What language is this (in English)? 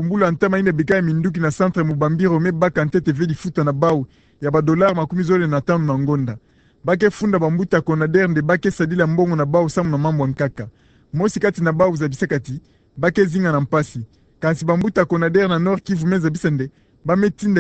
Kituba (Democratic Republic of Congo)